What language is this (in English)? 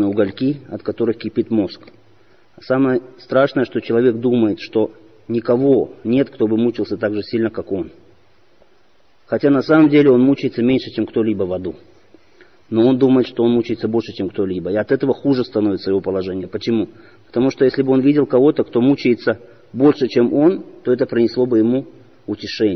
Russian